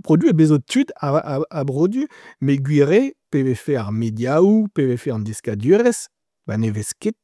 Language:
Breton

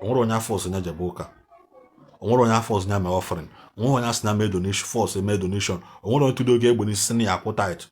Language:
Igbo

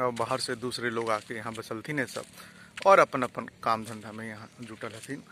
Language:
Magahi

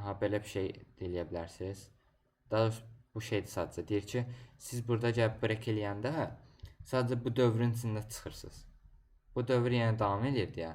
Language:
Azerbaijani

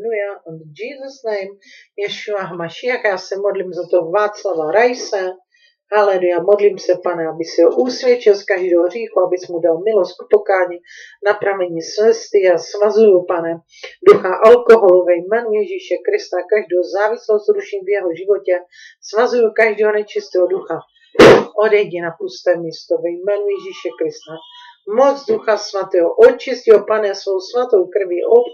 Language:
Czech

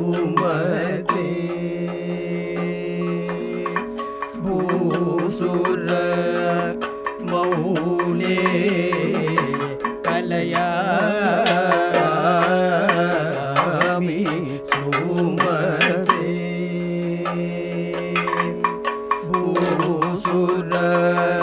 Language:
Malayalam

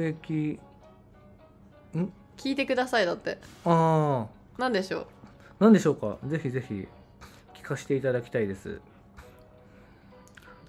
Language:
Japanese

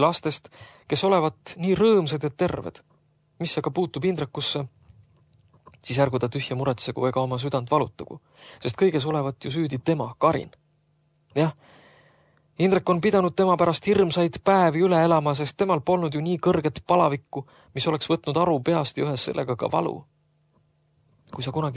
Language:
Estonian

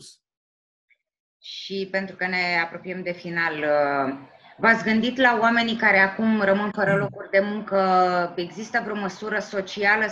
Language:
Romanian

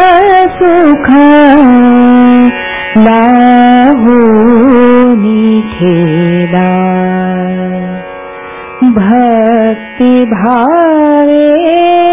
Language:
Marathi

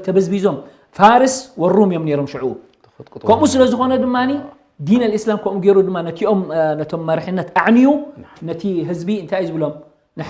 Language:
Tigrinya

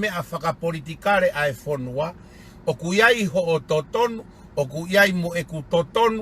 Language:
Tongan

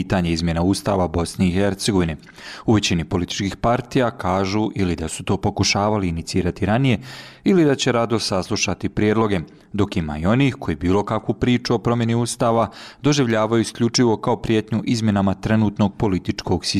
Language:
Bosnian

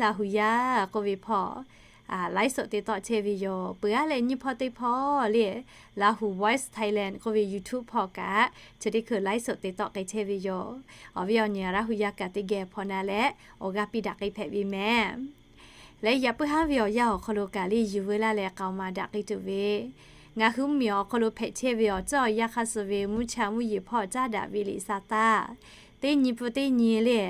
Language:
Lahu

